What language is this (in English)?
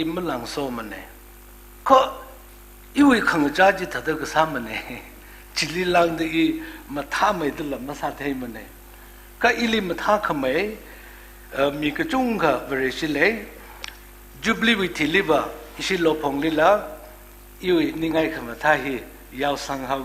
Tangkhul Naga (India)